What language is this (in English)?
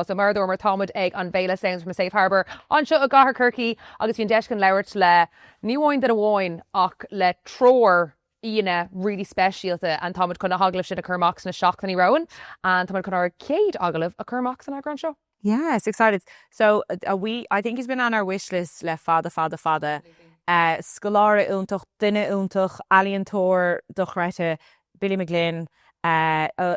Irish